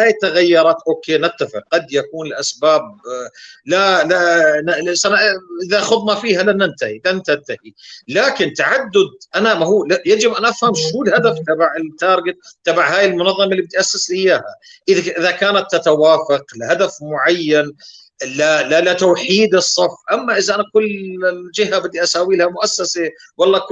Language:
North Levantine Arabic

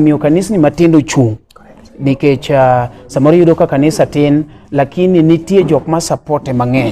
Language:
Luo (Kenya and Tanzania)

